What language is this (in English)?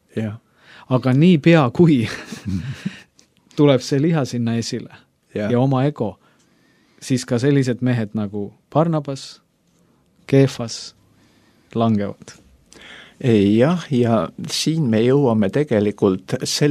Estonian